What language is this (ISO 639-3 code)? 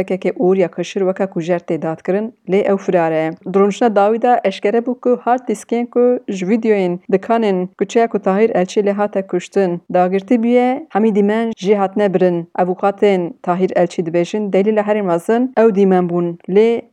kur